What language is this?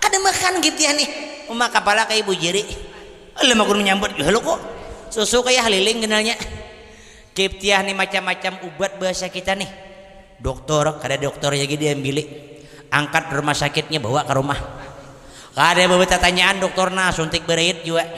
Banjar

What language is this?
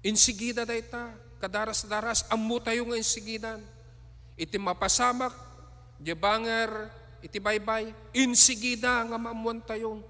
Iloko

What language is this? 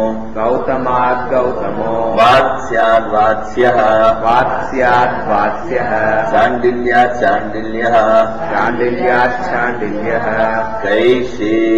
Sanskrit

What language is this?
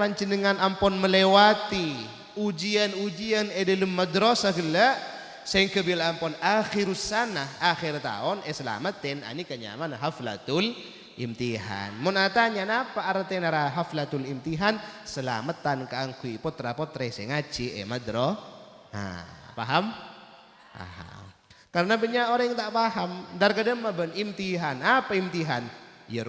Madurese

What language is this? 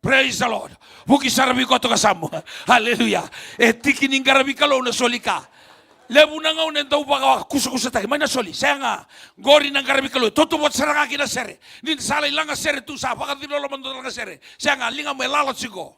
Fijian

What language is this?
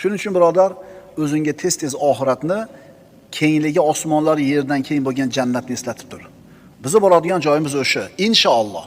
Uzbek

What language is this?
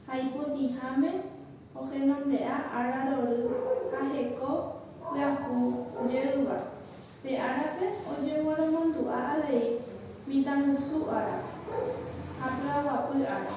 Guarani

